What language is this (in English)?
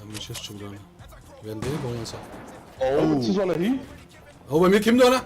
Bavarian